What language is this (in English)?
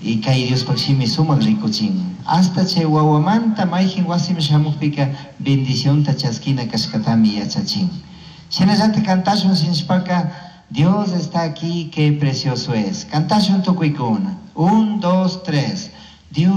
Chimborazo Highland Quichua